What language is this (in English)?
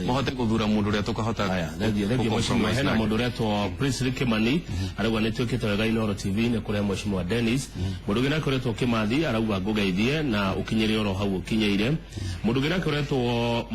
Kikuyu